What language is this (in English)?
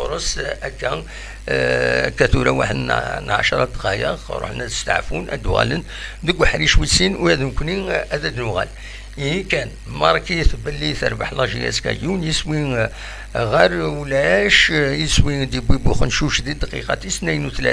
Kabyle